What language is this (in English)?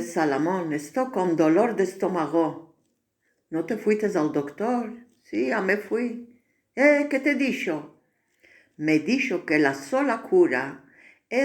Ladino